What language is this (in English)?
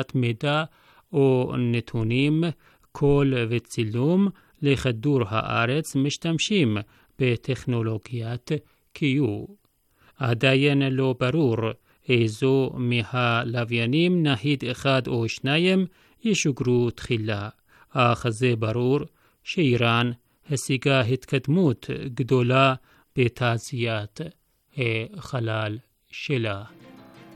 Hebrew